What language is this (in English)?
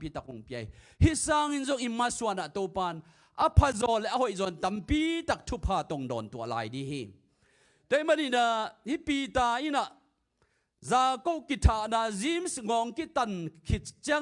Tedim Chin